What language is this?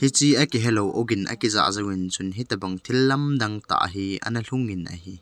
Thado Chin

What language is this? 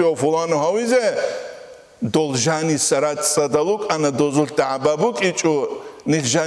Avaric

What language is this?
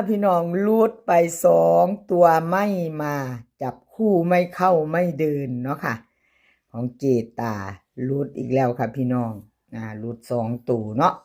Northeastern Thai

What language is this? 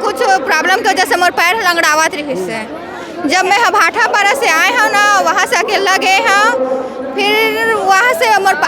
Chhattisgarhi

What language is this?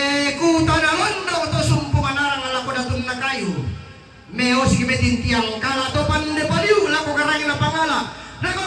Toraja-Sa'dan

